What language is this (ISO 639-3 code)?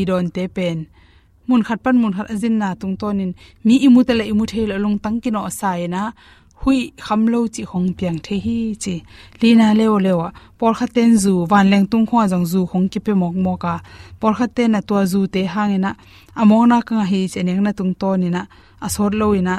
ctd